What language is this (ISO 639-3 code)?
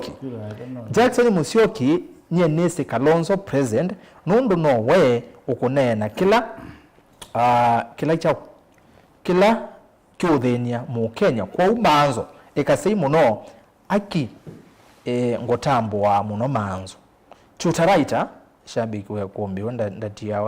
kam